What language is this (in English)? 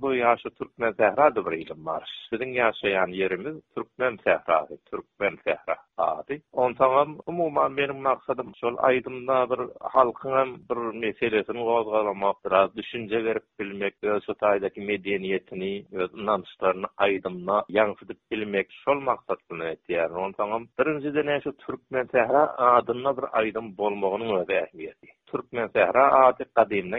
Turkmen